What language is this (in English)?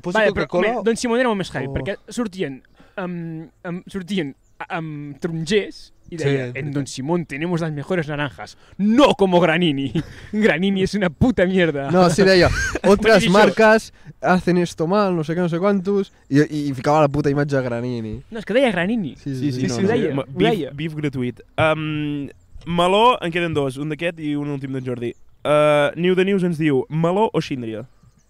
Catalan